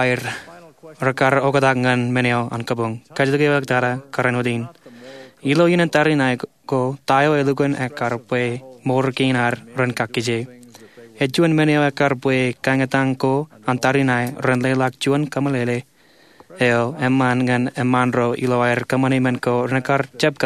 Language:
Marshallese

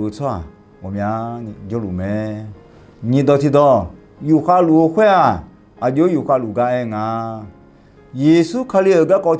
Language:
Akha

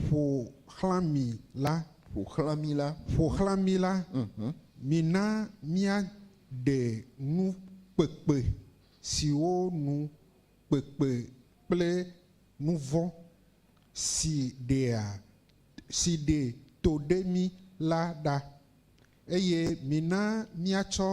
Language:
Ewe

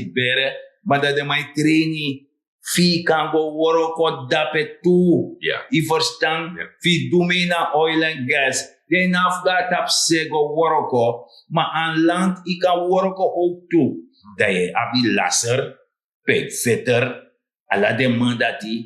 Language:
Sranan Tongo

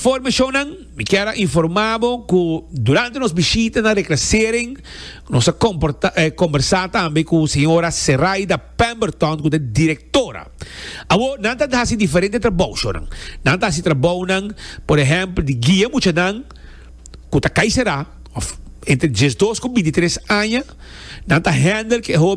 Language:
Papiamento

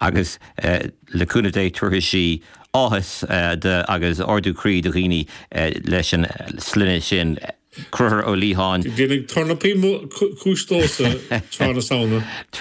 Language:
Irish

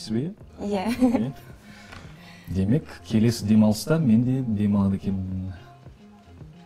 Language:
Kazakh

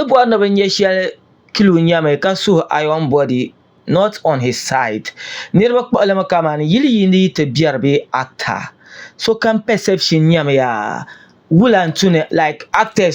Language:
Dagbani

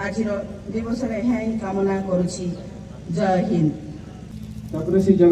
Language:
Odia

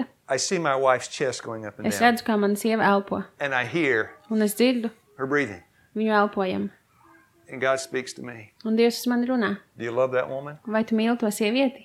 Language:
Latvian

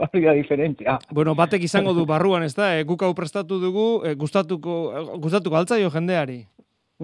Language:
Basque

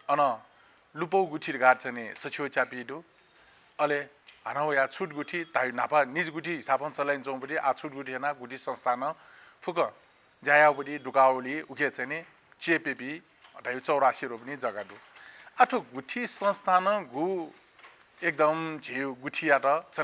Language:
Newari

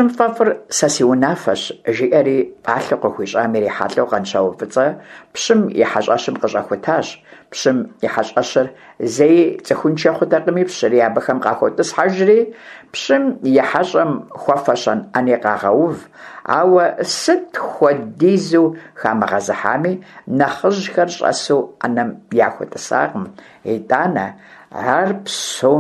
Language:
Kabardian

